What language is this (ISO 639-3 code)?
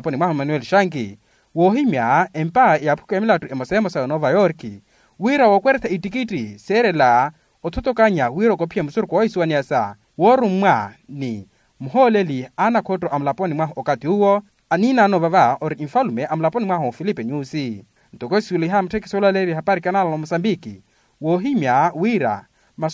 vmw